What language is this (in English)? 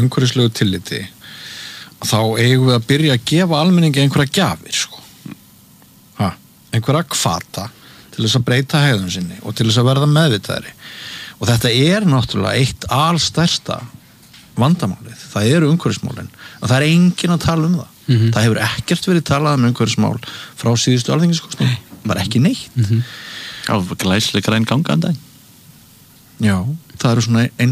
Icelandic